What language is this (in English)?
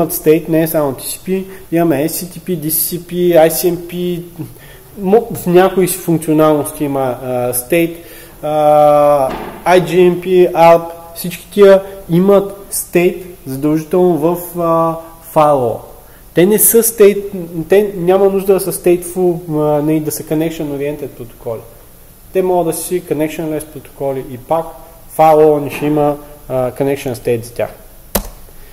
Bulgarian